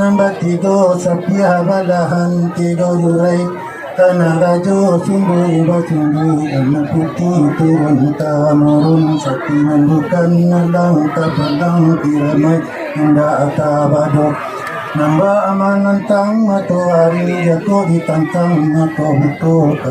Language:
Minangkabau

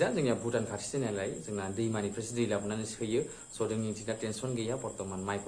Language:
Bodo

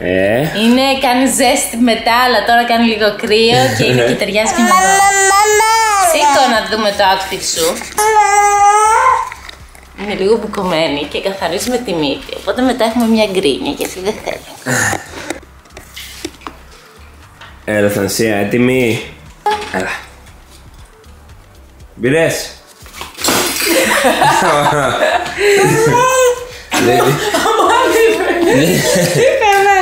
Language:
Greek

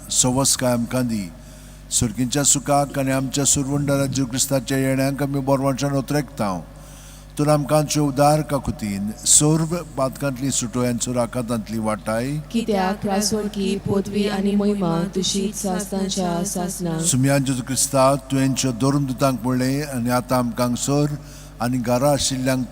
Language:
Konkani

